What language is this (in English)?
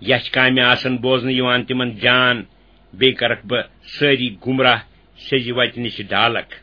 Kashmiri